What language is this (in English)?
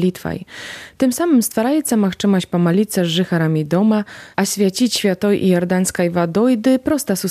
Belarusian